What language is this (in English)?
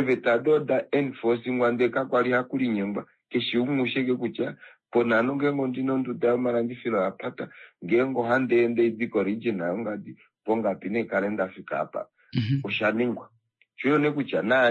Kuanyama